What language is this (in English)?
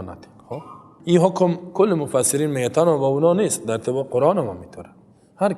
Persian